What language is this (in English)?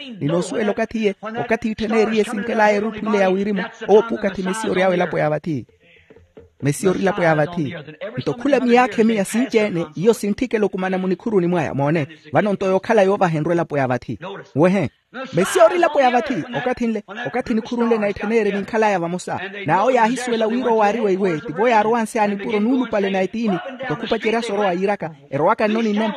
Makhuwa